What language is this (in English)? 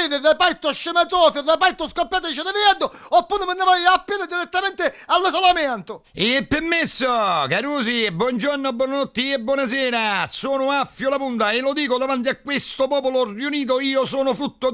Neapolitan